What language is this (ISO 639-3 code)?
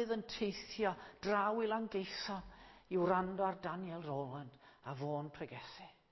cym